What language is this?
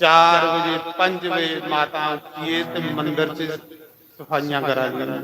Dogri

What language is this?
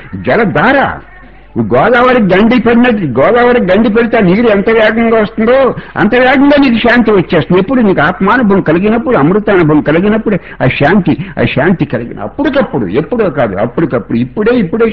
Telugu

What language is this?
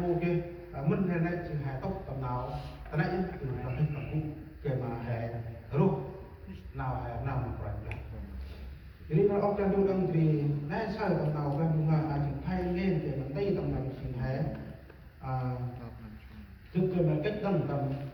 Central Mnong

